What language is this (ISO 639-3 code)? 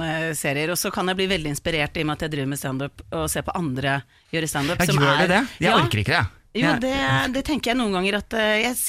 nor